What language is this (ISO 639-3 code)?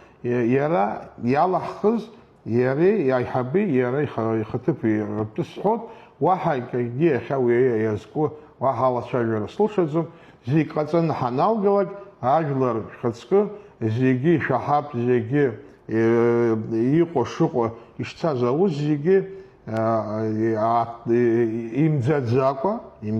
abk